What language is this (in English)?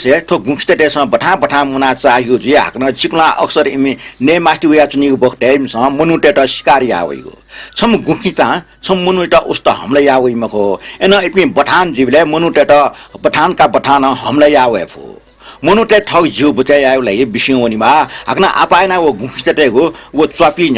Newari